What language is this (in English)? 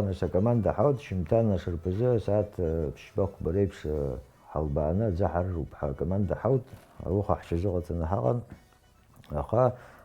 Abkhazian